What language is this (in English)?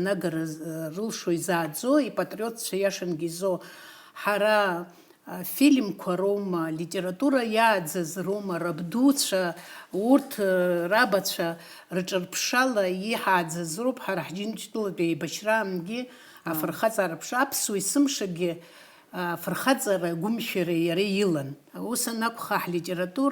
Abkhazian